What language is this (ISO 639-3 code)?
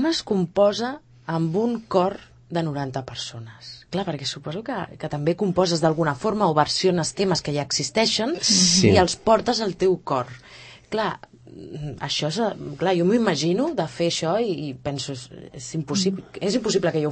cat